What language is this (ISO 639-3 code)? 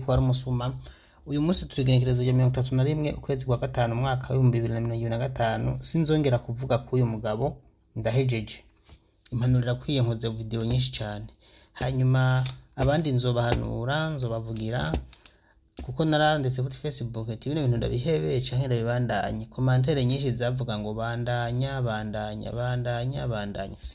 run